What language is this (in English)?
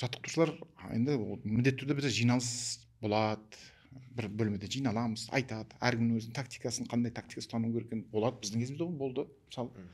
Kazakh